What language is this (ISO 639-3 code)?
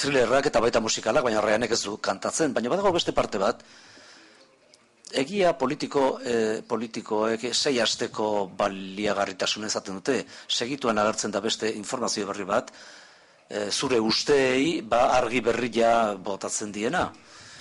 eus